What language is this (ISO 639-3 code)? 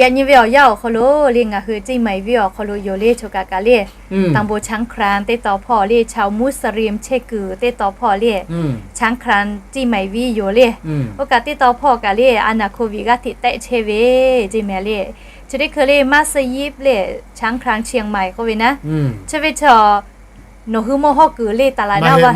lhu